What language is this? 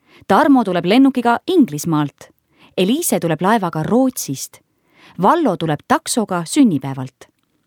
Estonian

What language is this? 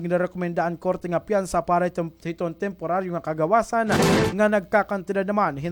Waray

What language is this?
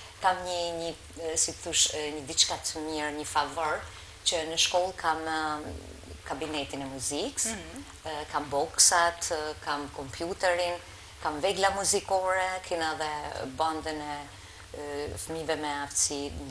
Albanian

